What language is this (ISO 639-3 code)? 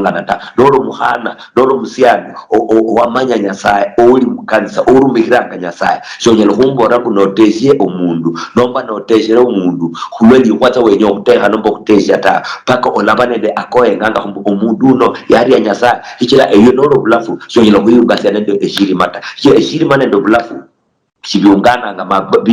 luy